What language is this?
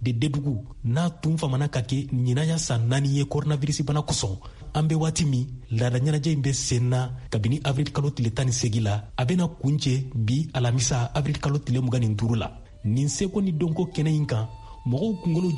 Bambara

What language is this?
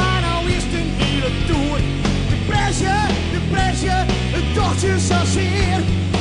Western Frisian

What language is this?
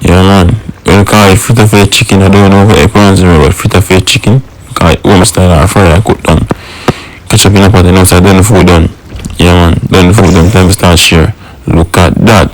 Jamaican Creole English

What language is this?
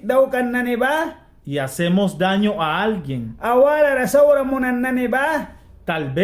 Mískito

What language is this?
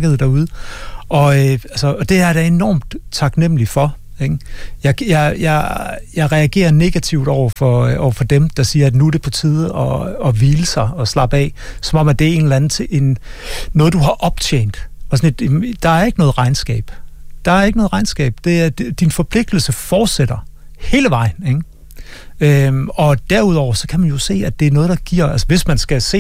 Danish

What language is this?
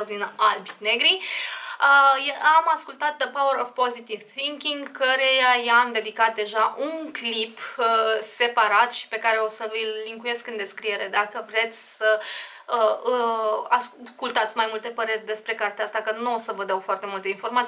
Romanian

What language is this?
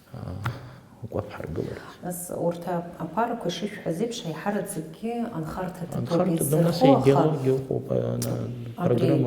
Abkhazian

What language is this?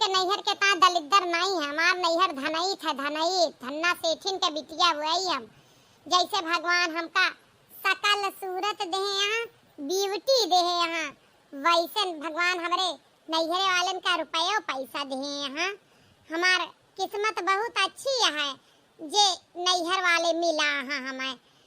Awadhi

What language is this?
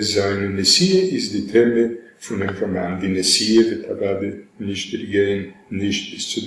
Yiddish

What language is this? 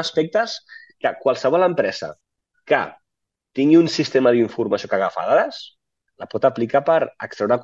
Catalan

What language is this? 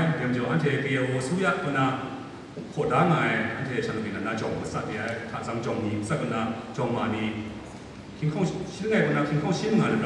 Kachin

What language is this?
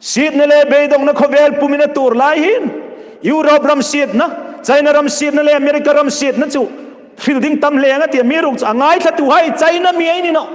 Hmar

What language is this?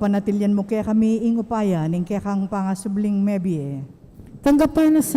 Pampanga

